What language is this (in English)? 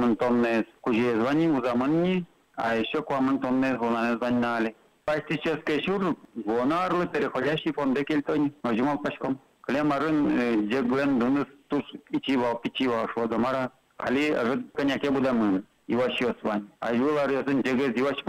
Udmurt